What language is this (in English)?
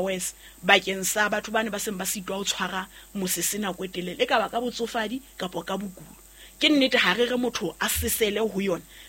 Southern Sotho